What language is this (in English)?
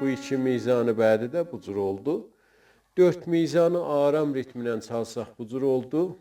South Azerbaijani